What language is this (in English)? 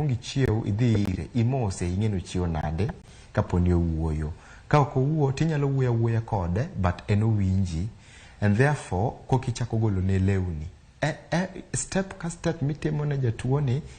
Luo (Kenya and Tanzania)